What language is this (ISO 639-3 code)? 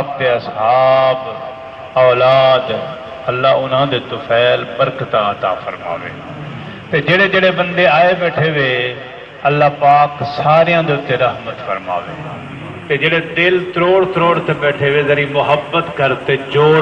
skr